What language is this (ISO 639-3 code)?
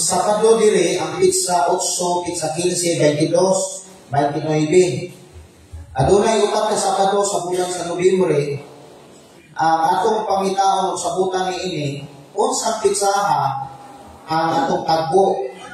ceb